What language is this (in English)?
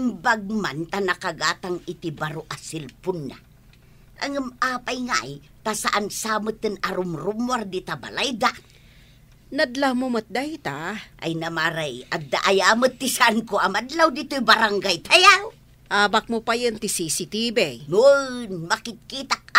Iloko